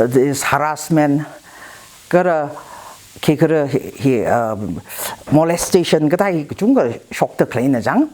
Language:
Tangkhul Naga (India)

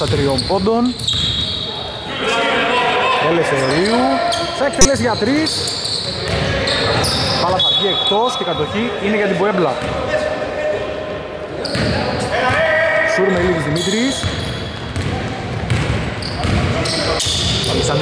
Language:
Greek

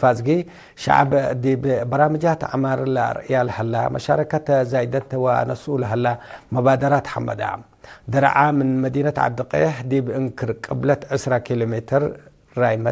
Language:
Tigre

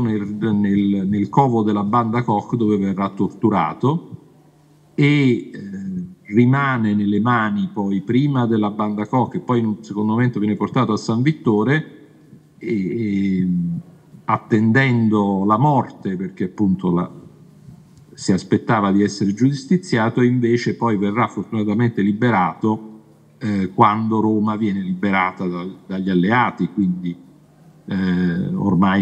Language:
Italian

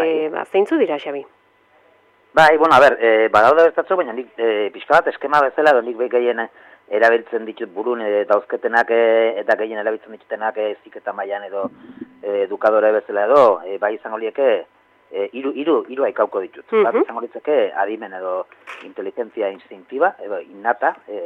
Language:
Basque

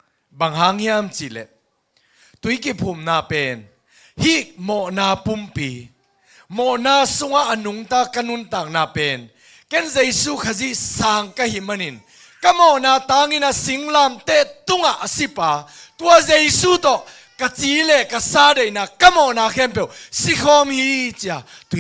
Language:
Tedim Chin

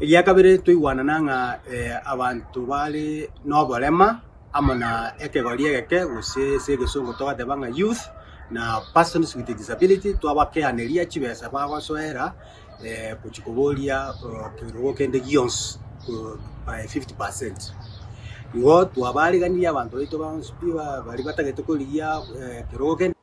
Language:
Gusii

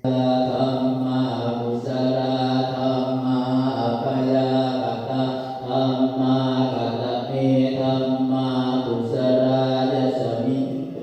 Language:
Pali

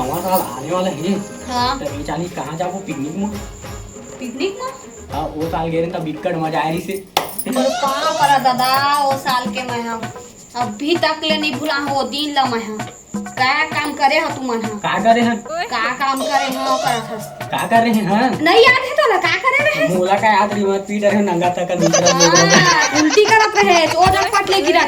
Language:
Chhattisgarhi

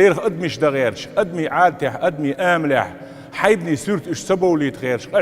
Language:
Chechen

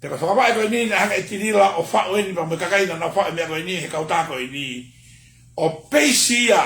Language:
Tongan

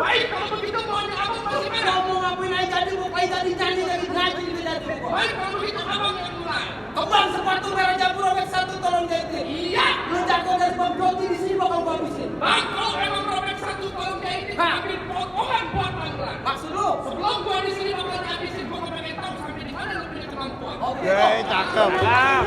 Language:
Betawi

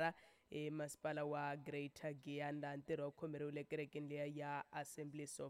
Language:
Tsonga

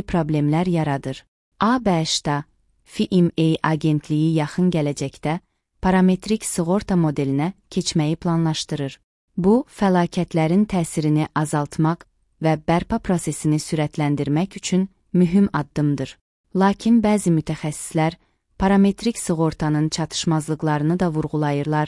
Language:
Azerbaijani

